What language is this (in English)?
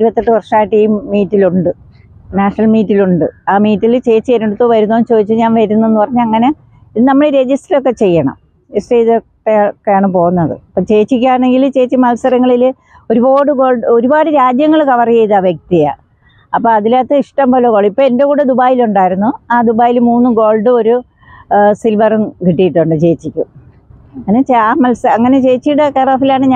Malayalam